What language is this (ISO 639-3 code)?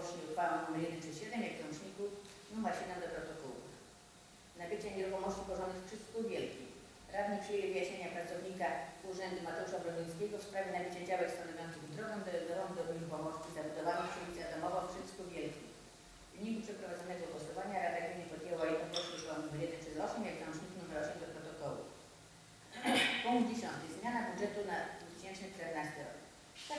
pol